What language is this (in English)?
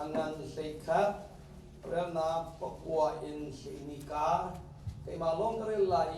Hakha Chin